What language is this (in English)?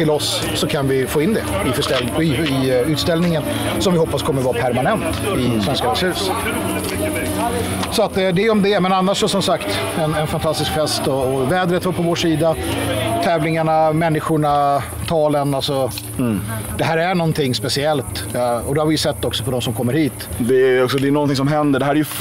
Swedish